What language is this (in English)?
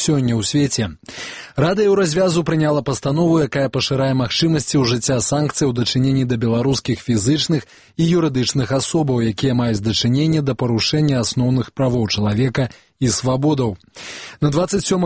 Belarusian